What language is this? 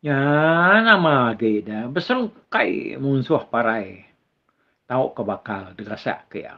Iban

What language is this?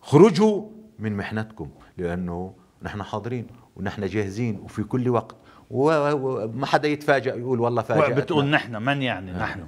North Levantine Arabic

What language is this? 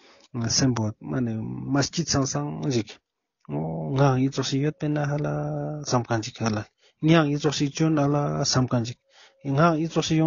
Ladakhi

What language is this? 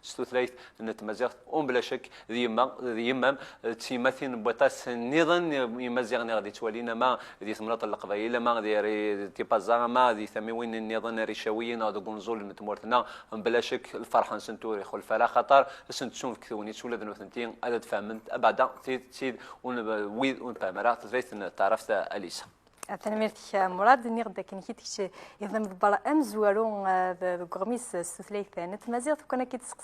Kabyle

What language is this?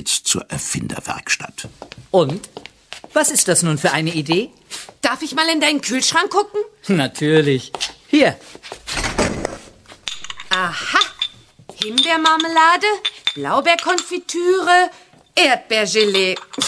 German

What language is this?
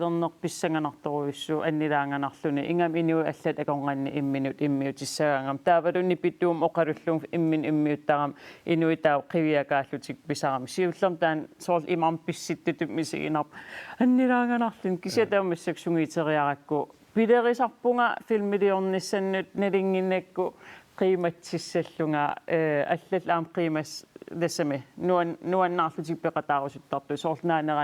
Kalaallisut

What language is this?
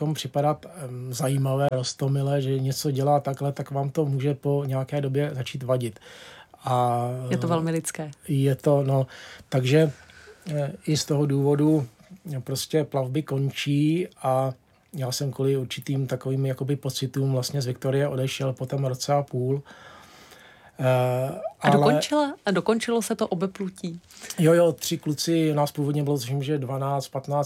Czech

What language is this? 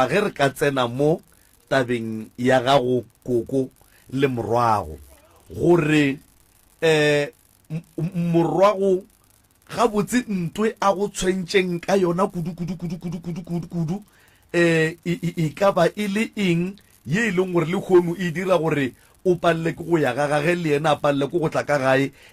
Northern Sotho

